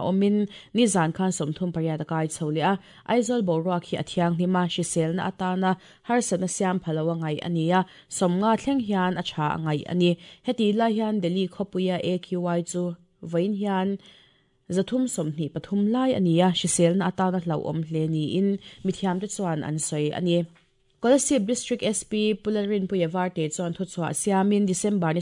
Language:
Mizo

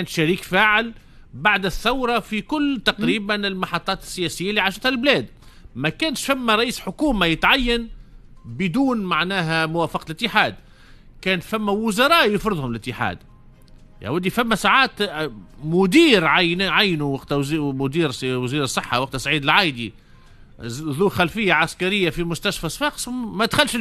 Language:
Tunisian Arabic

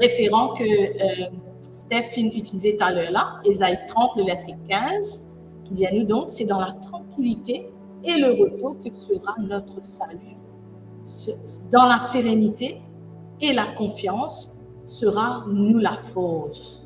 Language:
Morisyen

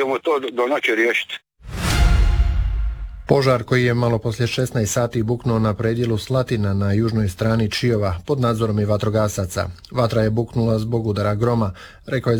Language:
Croatian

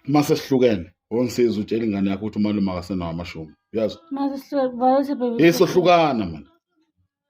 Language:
Zulu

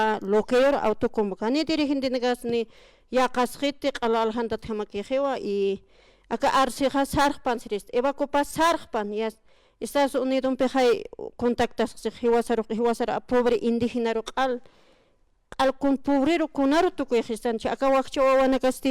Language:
Aymara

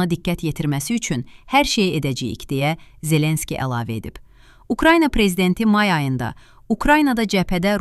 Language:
Azerbaijani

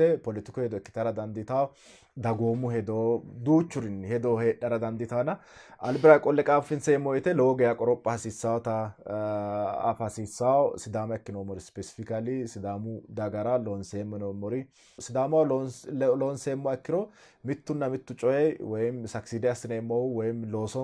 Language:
Sidamo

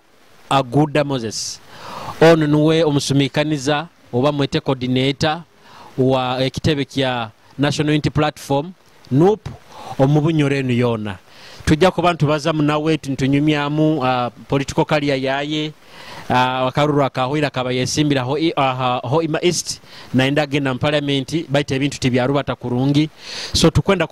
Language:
Nyoro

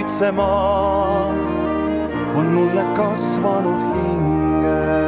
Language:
Estonian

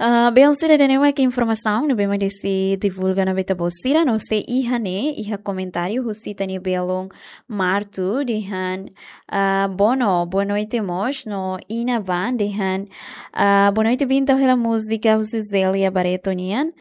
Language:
Tetum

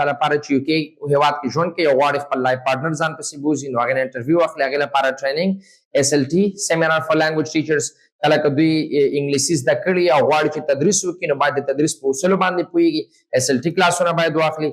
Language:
Pashto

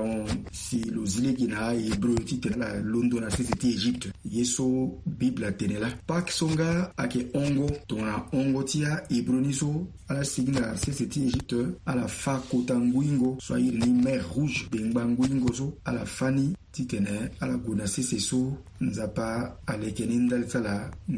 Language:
Sango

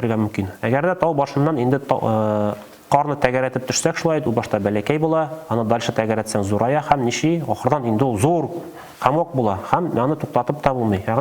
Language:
Tatar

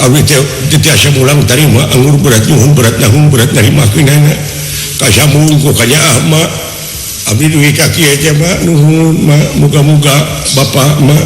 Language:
Sundanese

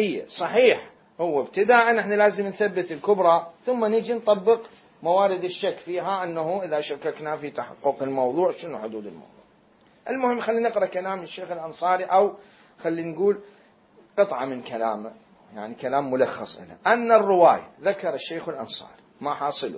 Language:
Mesopotamian Arabic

